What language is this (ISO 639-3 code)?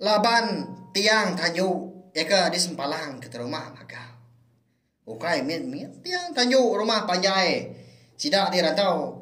iba